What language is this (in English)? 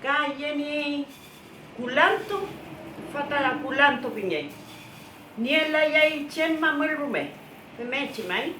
Mapuche